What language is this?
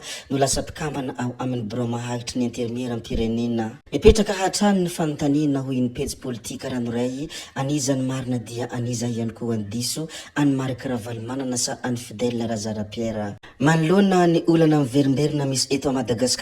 Malagasy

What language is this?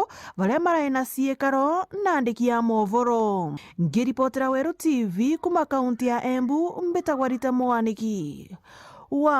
Meru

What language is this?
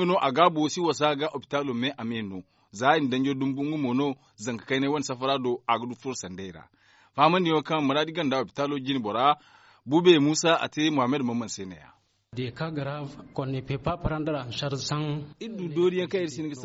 Zarma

